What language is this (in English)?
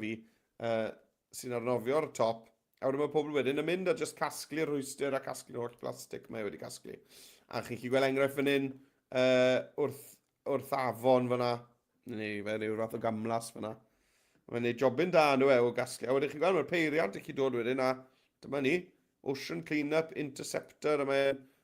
Welsh